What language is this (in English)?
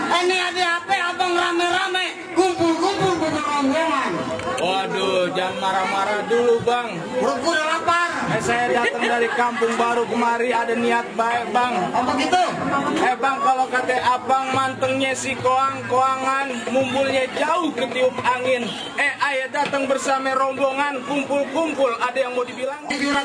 Betawi